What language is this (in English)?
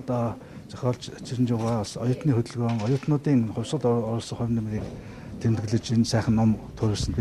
Mongolian